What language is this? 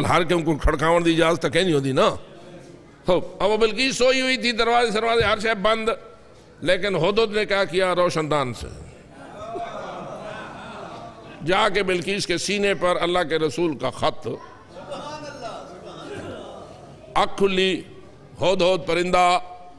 Urdu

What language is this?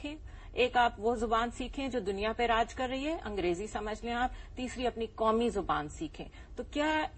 Urdu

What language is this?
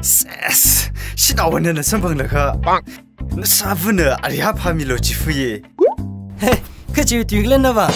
Tangkhul Naga (India)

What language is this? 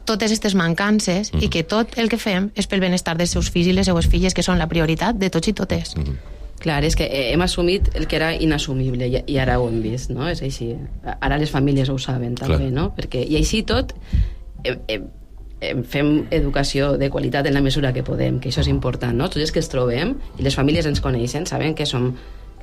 Catalan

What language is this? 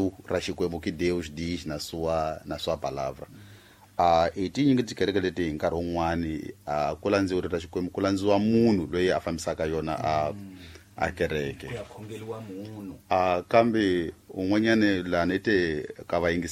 Tsonga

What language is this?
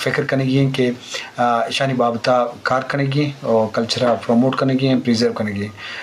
Eastern Balochi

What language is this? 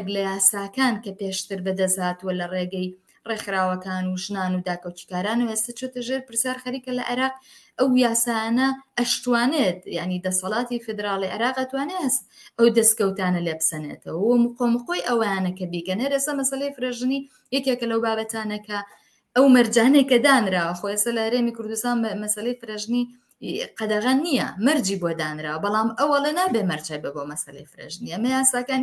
Central Kurdish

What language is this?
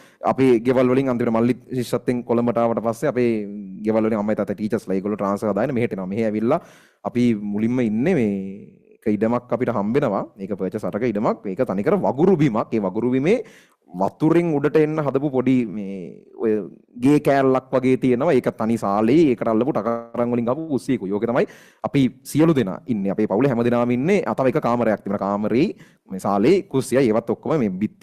Sinhala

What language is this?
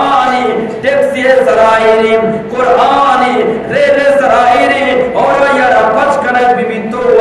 Eastern Balochi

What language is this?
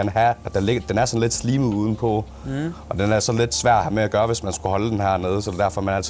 Danish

